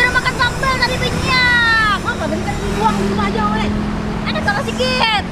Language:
Banjar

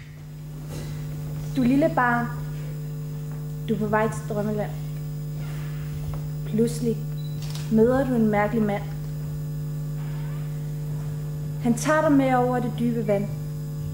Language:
Danish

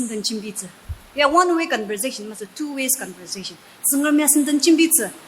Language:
Ao Naga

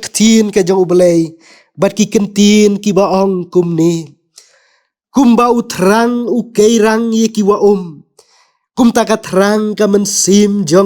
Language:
Khasi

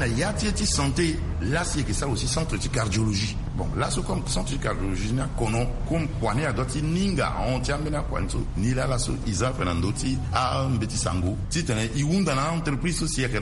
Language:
Sango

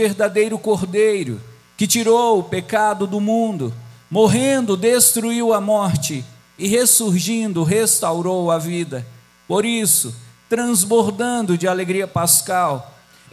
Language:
Portuguese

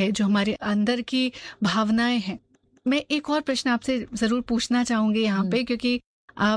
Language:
Hindi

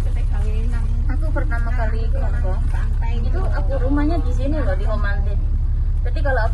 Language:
Indonesian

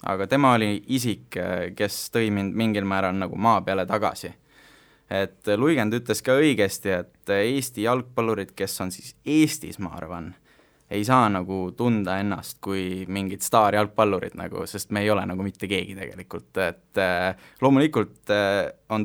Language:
Estonian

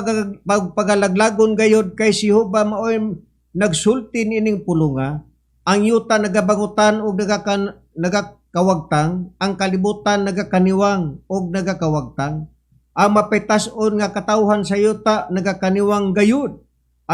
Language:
Cebuano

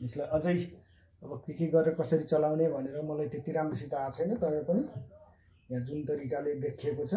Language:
Nepali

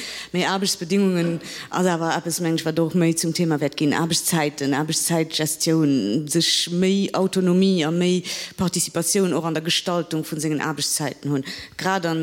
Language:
Luxembourgish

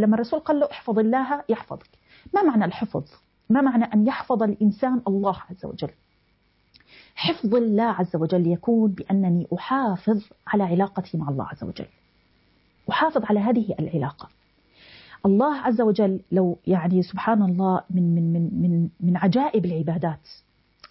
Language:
Arabic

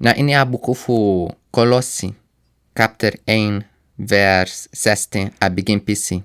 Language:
Sranan Tongo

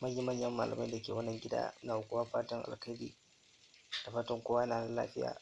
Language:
Hausa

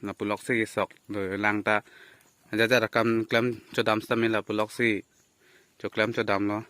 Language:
Karbi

